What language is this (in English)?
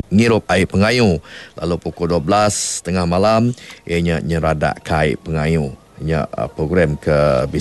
Iban